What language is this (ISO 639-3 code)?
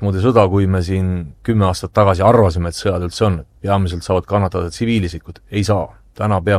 est